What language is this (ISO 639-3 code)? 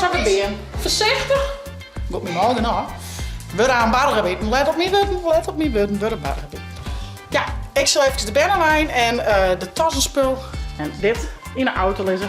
fry